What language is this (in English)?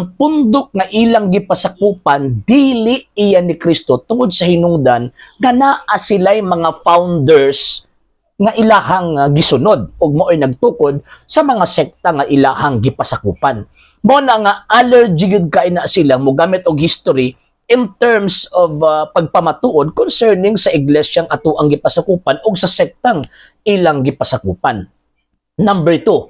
Cebuano